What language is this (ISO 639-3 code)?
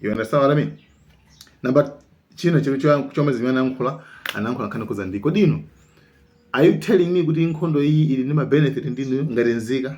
nya